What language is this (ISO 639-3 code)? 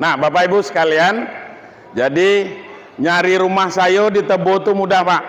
min